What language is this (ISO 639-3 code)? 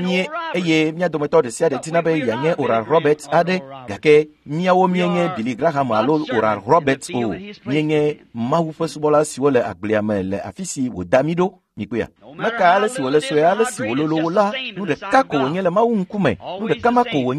ewe